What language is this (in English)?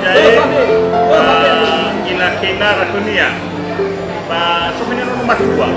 Nias